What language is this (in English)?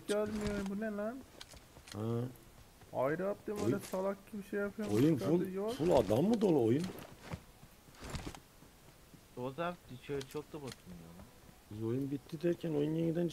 Turkish